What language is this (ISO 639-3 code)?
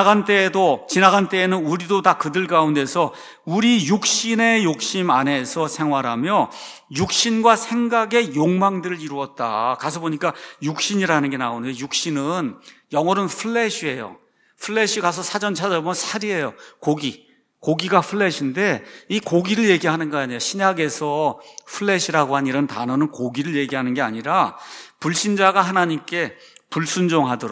kor